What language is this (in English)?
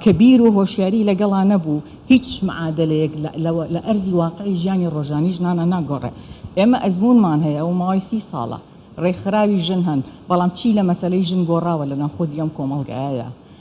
Central Kurdish